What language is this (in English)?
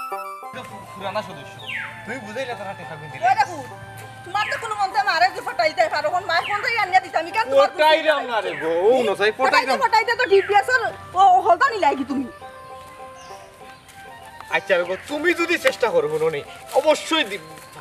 Sylheti